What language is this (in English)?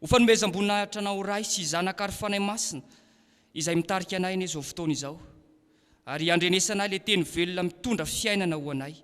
Malagasy